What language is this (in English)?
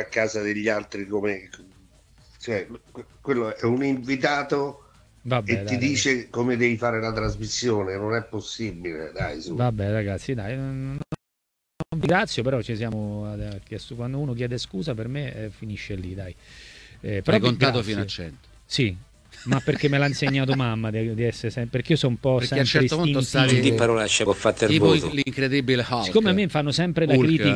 Italian